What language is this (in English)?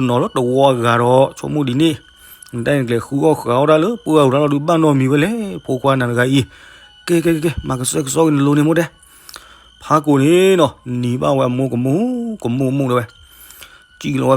S'gaw Karen